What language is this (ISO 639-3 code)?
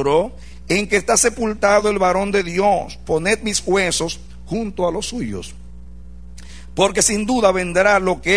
spa